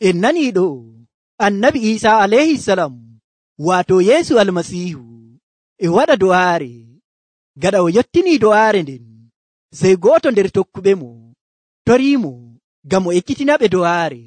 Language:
Nigerian Fulfulde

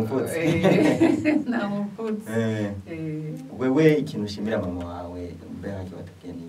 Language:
Rundi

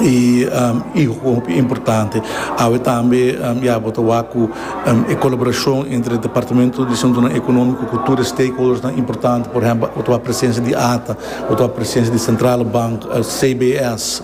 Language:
Papiamento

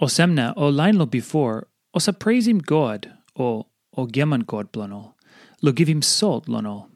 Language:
Tok Pisin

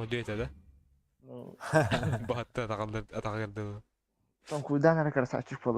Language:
Yakut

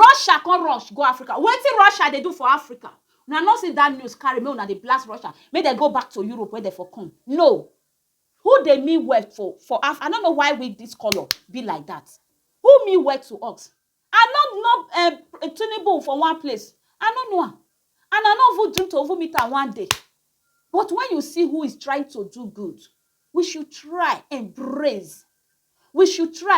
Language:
Nigerian Pidgin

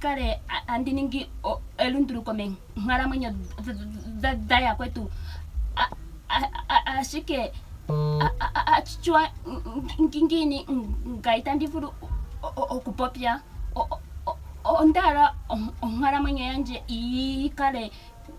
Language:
Ndonga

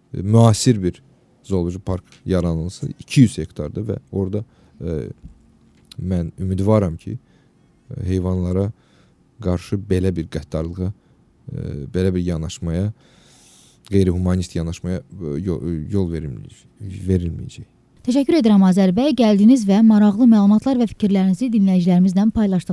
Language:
Azerbaijani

